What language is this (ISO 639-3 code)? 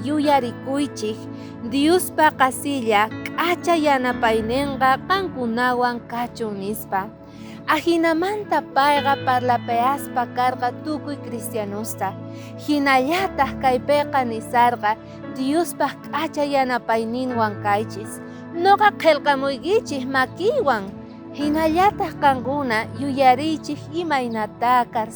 quh